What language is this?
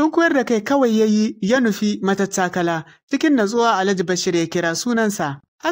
Hausa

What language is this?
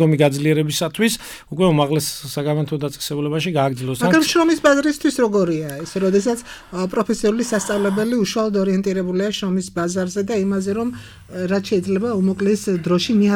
Georgian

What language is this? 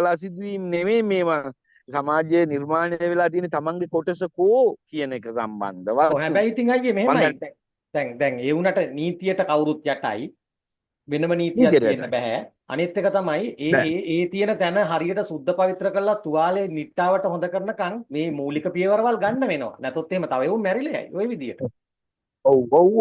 Sinhala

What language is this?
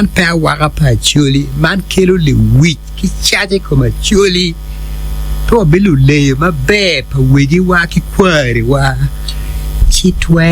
Acoli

